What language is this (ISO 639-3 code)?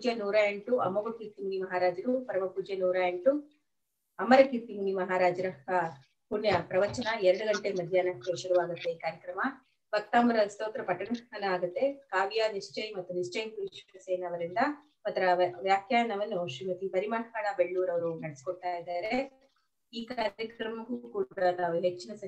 kan